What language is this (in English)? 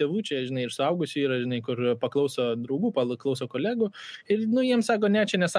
Lithuanian